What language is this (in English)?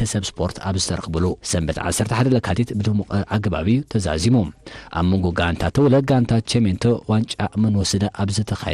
Tigrinya